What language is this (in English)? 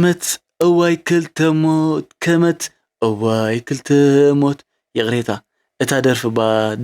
Tigrinya